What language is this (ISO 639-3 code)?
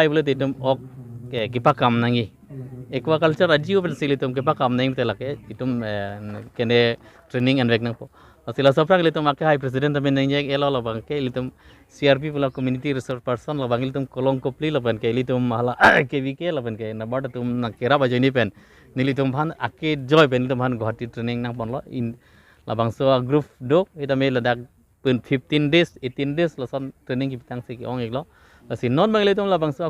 mjw